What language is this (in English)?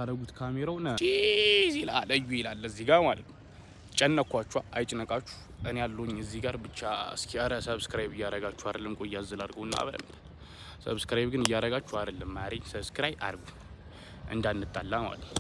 Amharic